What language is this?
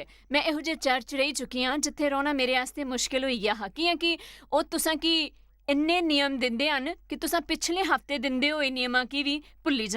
Dogri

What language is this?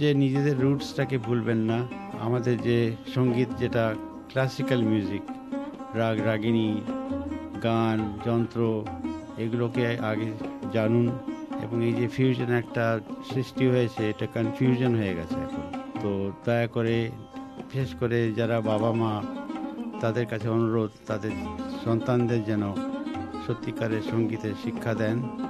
Bangla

